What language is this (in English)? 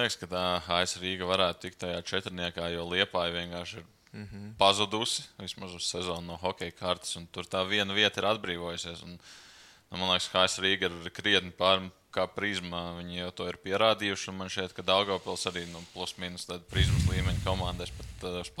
Latvian